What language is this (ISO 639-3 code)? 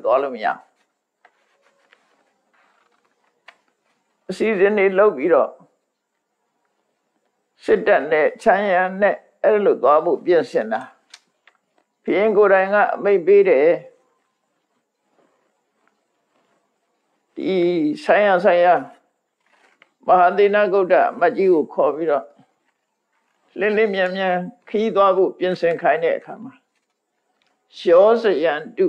mya